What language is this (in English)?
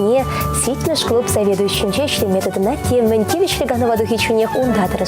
Chuvash